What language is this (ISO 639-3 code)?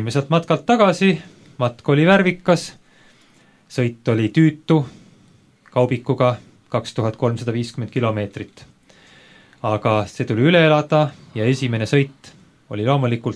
est